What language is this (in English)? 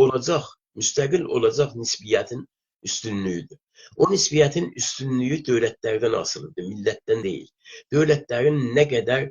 South Azerbaijani